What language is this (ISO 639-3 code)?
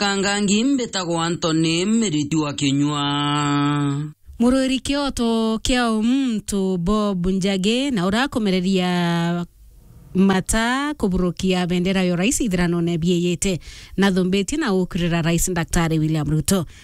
mer